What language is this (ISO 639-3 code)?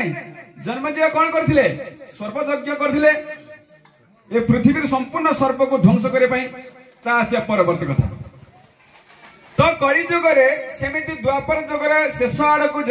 ori